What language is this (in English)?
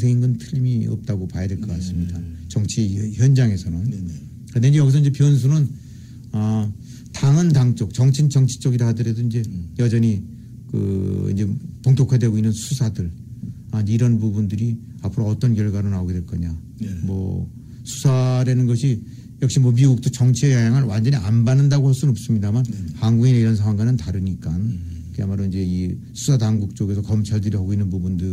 Korean